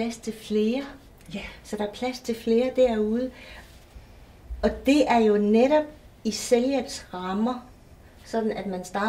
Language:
Danish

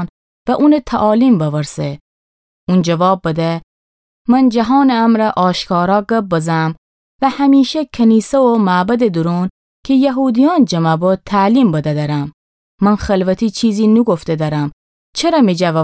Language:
Gilaki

